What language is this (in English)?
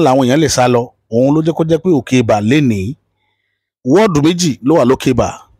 Yoruba